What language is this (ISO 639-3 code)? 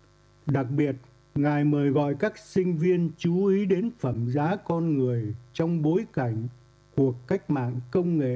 vie